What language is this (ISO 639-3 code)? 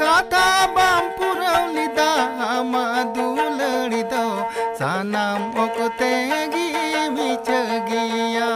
sat